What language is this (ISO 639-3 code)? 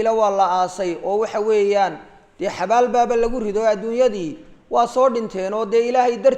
som